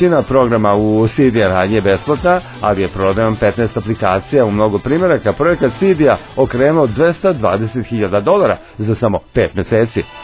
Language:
Serbian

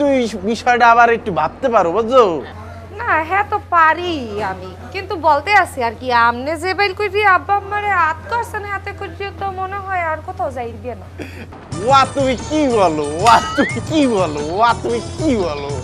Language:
Bangla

